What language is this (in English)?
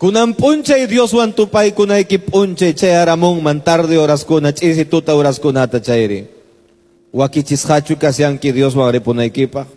Quechua